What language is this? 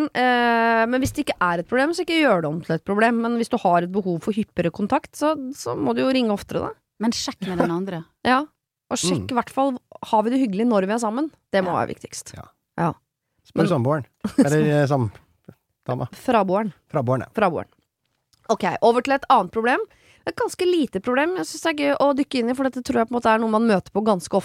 Norwegian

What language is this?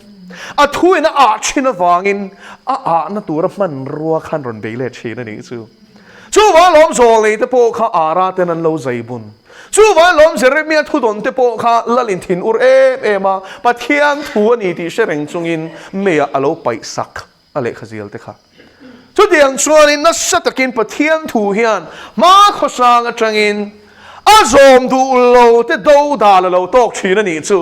Mizo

